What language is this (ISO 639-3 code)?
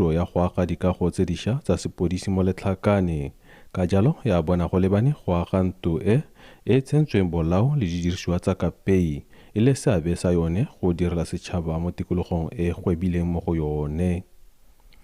tsn